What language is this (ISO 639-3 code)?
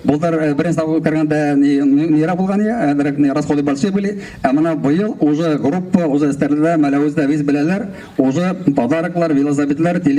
bak